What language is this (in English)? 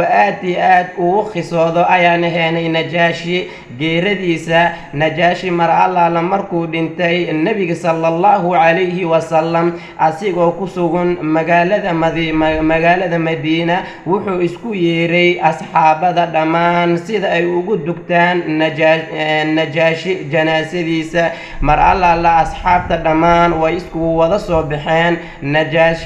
Somali